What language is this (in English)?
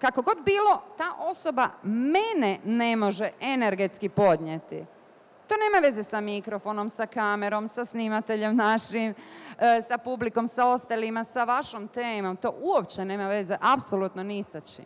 Bosnian